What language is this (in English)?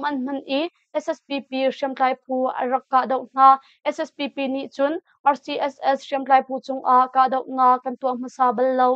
Hakha Chin